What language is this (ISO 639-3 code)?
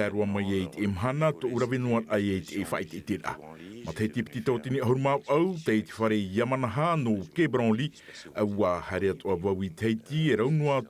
tah